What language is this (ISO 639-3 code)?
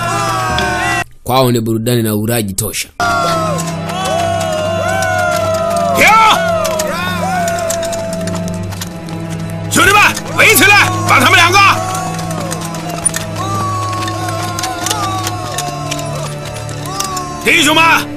swa